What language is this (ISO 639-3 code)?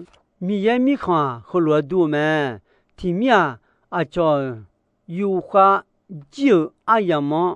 ahk